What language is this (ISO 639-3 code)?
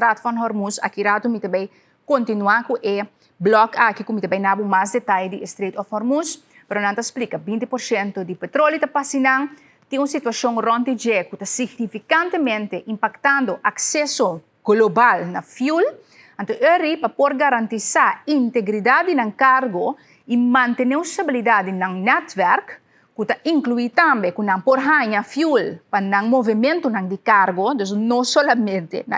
pap